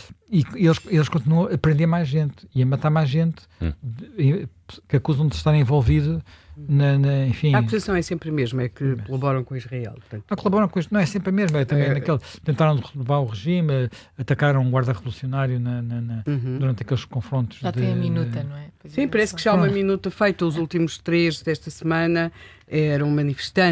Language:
Portuguese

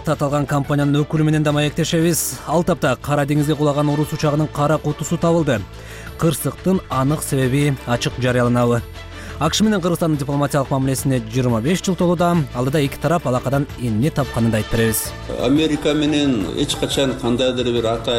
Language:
Kyrgyz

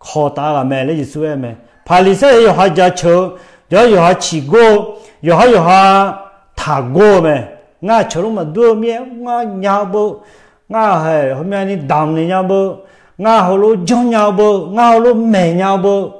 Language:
Akha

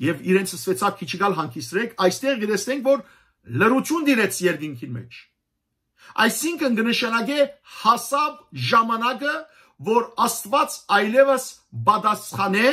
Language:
Western Armenian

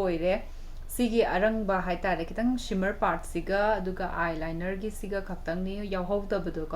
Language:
Manipuri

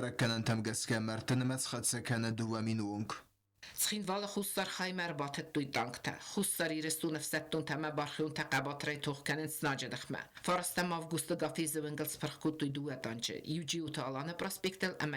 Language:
Ossetic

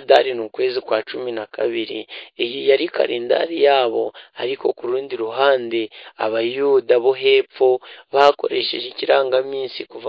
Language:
Kinyarwanda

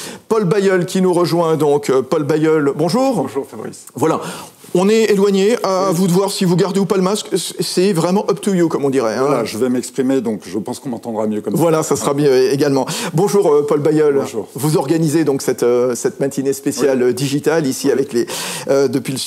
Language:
French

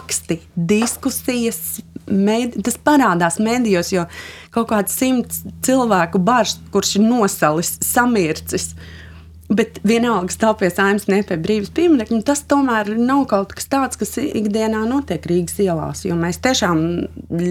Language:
Latvian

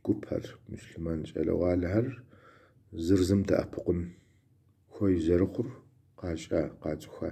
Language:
Kabardian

